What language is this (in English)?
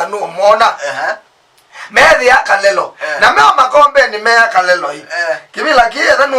Kamba